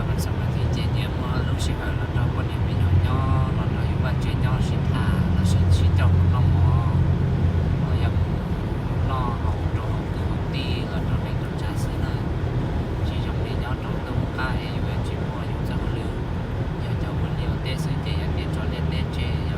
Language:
Hmong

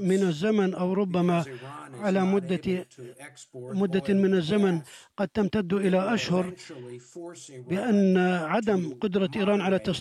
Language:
Arabic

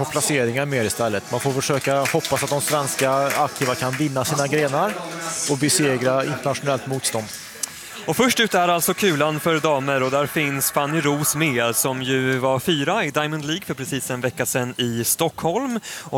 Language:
Swedish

